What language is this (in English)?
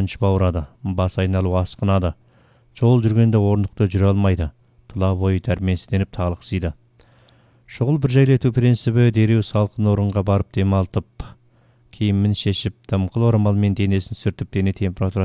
Kazakh